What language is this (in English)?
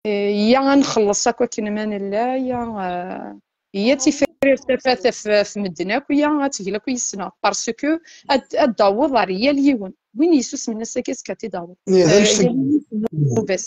Kabyle